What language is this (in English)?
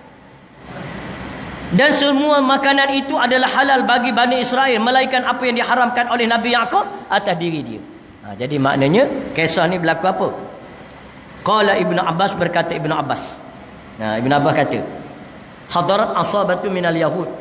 Malay